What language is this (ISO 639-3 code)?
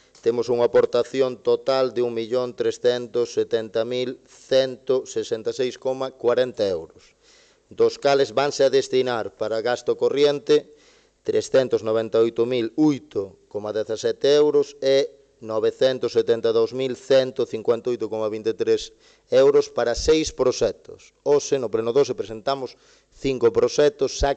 glg